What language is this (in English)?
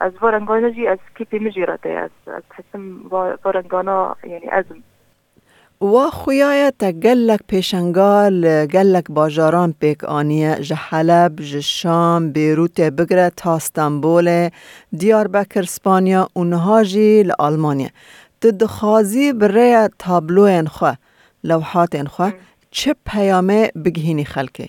Kurdish